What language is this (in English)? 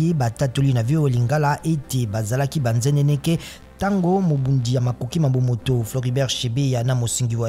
Lingala